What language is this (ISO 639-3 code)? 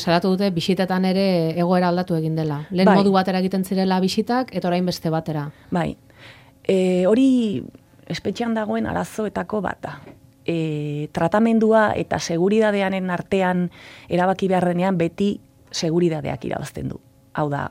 eus